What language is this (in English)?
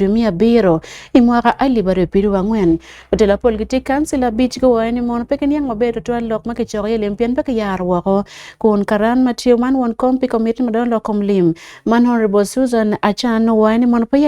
Acoli